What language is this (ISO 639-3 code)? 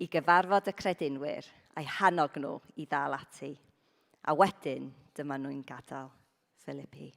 cym